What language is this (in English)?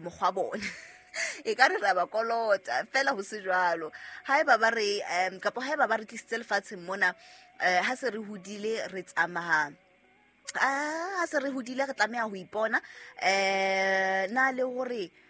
Southern Sotho